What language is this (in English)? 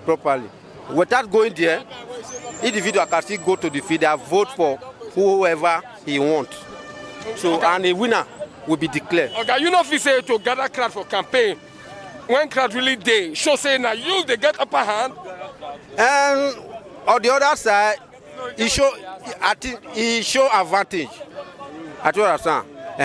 Nigerian Pidgin